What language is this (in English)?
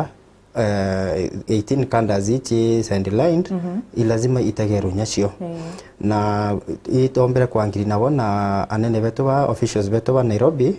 Meru